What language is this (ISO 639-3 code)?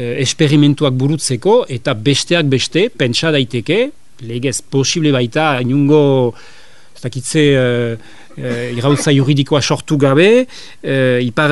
eus